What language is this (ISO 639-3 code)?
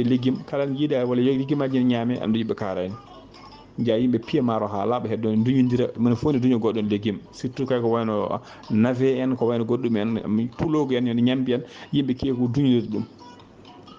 ful